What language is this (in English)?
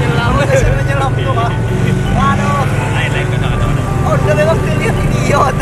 Banjar